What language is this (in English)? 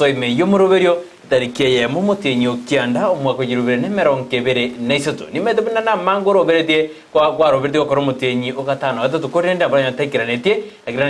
Gusii